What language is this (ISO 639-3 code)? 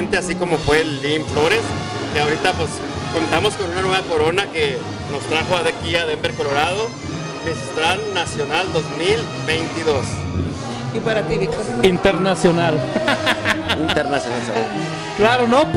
spa